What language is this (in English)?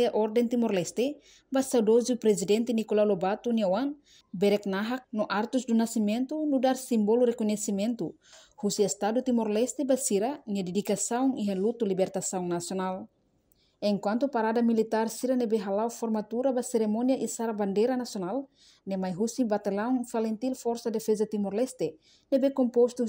Tetum